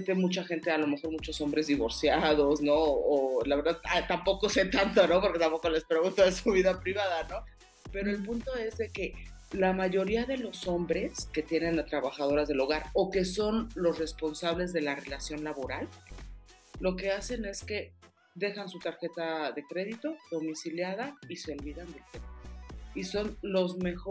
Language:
Spanish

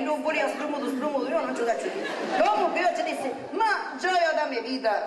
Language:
Sicilian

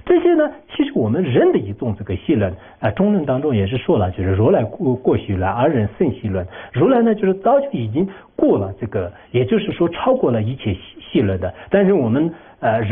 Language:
Chinese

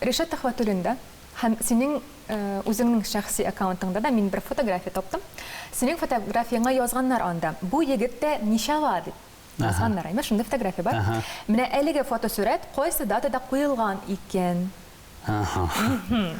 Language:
Tatar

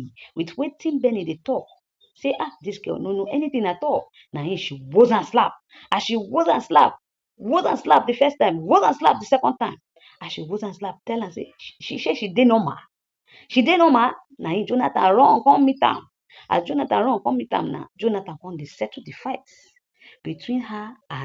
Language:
Nigerian Pidgin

